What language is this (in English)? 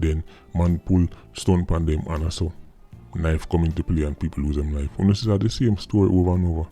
Jamaican Creole English